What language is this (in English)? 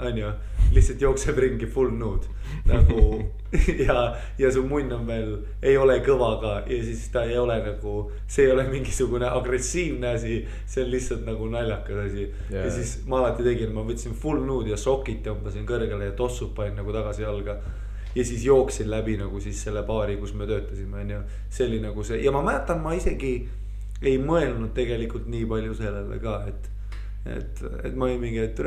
Estonian